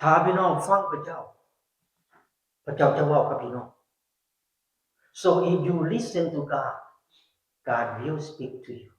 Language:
Lao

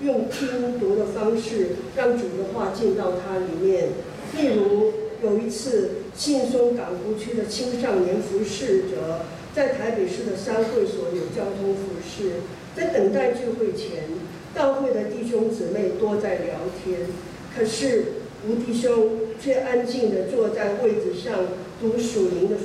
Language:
Chinese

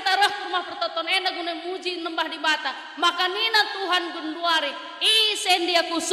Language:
Batak Karo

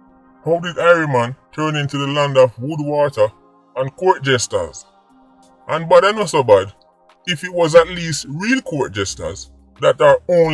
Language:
Jamaican Creole English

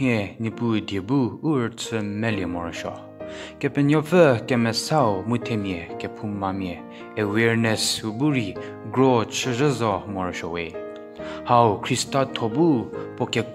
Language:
Angami Naga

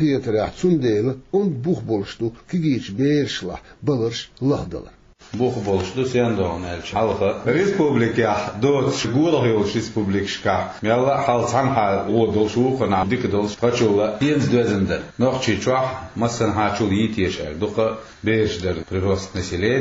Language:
Chechen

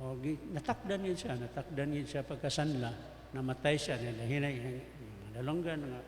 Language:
Cebuano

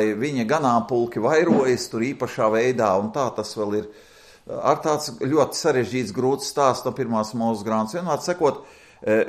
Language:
Latvian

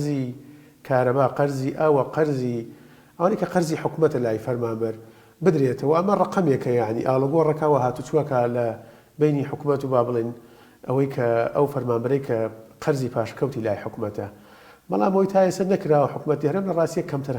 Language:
Central Kurdish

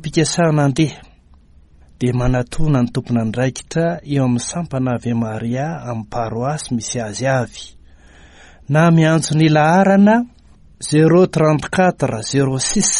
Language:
Malagasy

